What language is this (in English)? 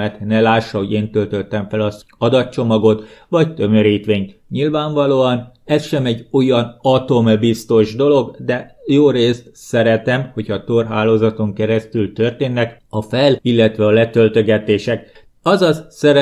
Hungarian